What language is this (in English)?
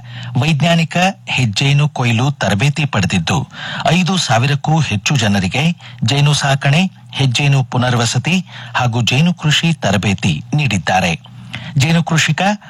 Kannada